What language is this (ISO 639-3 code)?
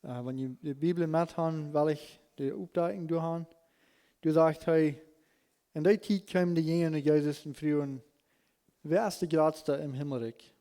pdt